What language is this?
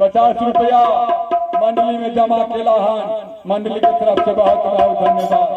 Maithili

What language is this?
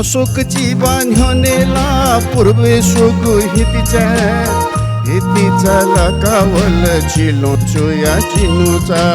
Newari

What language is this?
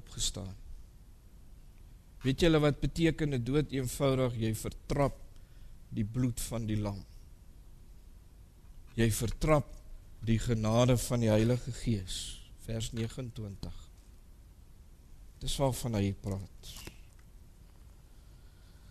Afrikaans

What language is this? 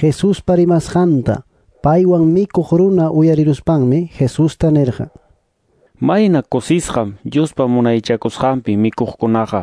Quechua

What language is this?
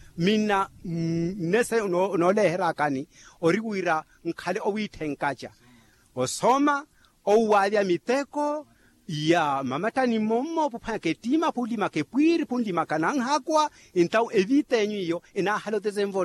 Makhuwa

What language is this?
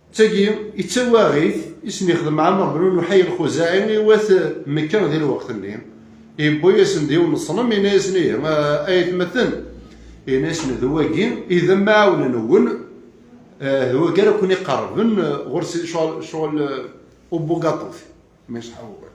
Kabyle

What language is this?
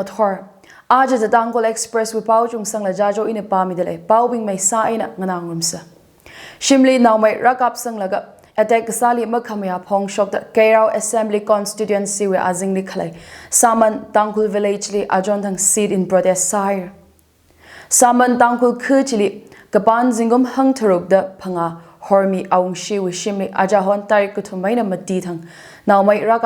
Tangkhul Naga (India)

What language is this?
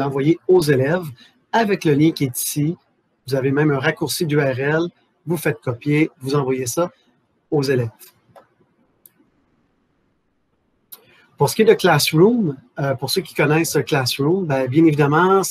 French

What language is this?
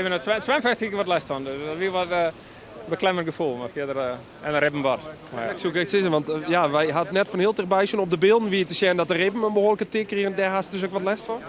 Western Frisian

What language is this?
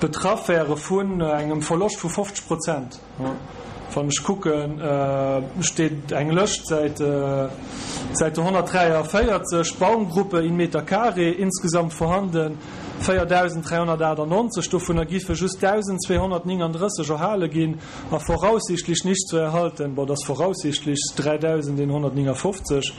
Luxembourgish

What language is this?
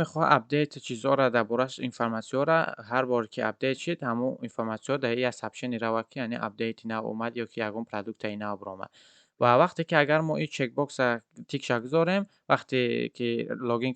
Tajik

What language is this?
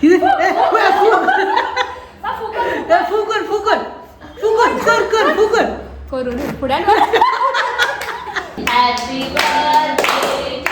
Konkani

